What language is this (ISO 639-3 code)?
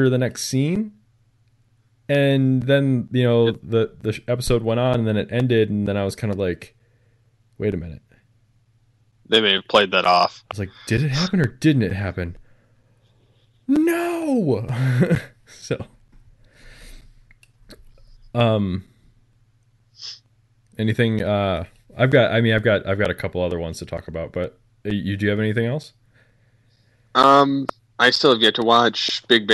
eng